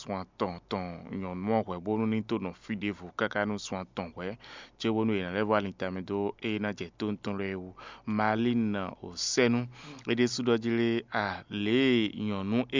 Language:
Fon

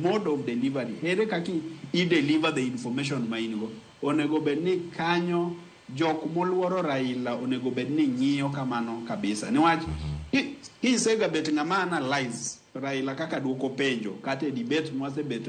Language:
Luo (Kenya and Tanzania)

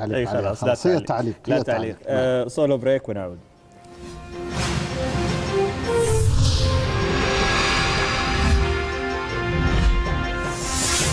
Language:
Arabic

